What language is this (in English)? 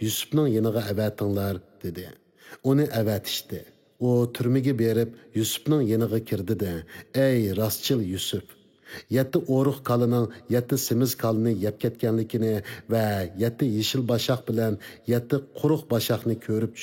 Uyghur